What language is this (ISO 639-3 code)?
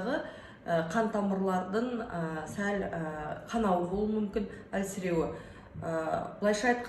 kaz